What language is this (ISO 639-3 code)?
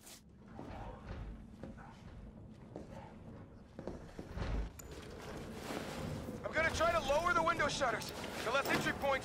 eng